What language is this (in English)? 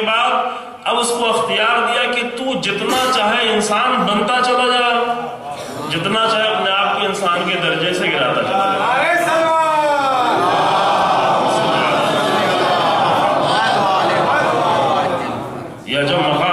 Urdu